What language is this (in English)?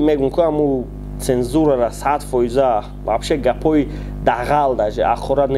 Tajik